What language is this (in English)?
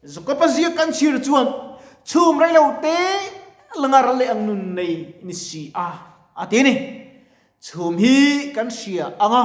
Mizo